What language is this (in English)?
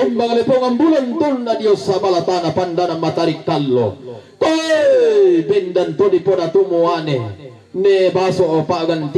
Toraja-Sa'dan